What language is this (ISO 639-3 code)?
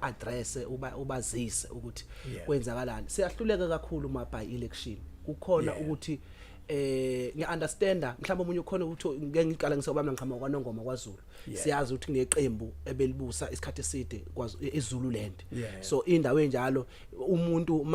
zul